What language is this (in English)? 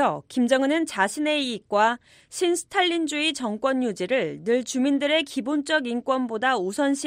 Korean